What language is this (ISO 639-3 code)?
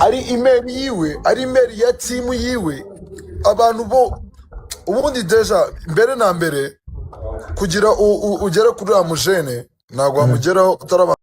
kin